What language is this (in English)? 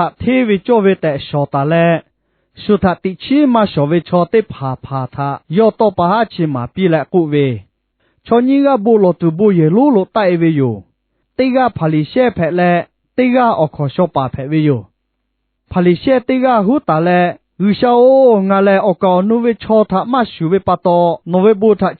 Lahu